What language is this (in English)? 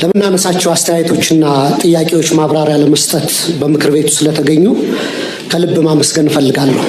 Amharic